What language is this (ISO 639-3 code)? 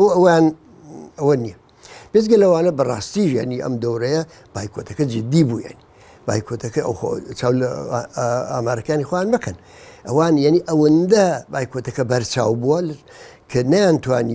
ckb